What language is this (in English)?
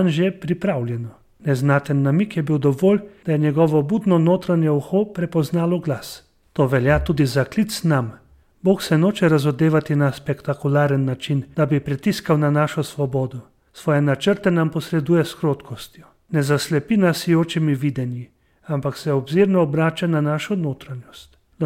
Slovenian